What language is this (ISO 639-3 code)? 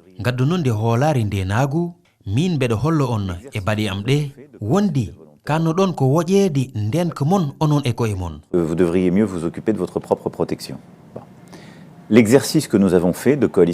ful